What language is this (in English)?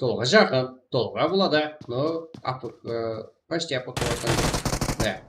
Kara-Kalpak